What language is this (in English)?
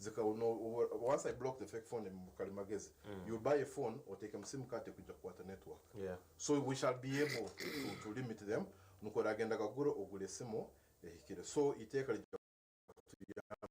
Nyankole